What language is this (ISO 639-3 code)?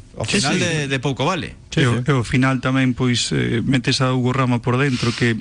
glg